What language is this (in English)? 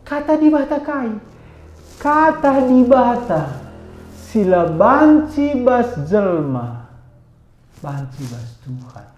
Batak Karo